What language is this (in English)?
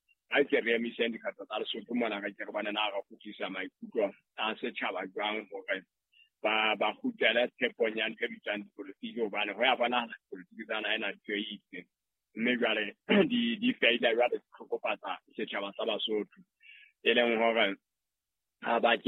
Southern Sotho